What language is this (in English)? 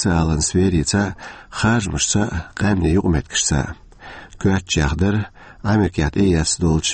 Chechen